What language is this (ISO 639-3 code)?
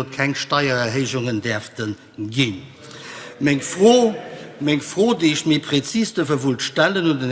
ltz